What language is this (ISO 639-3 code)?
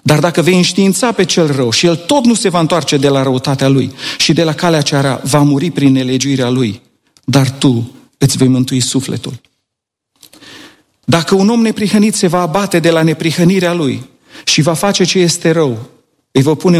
ron